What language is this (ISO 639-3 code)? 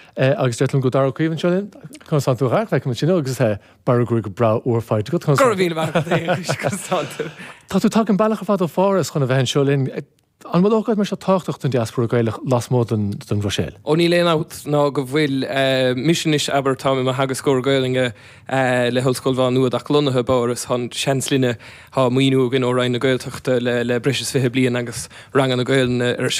gle